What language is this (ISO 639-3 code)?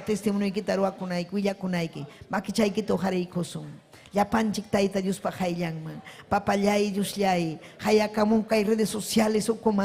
quy